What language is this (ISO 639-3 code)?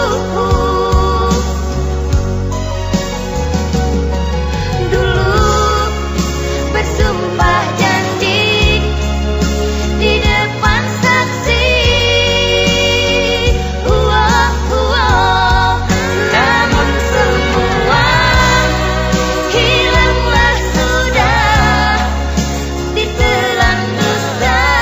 ind